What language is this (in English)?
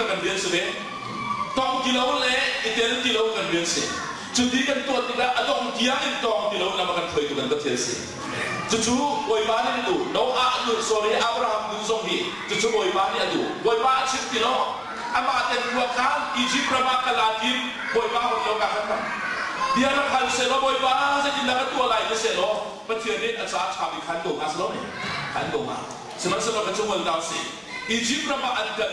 Hakha Chin